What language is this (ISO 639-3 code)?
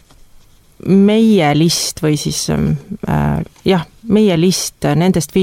est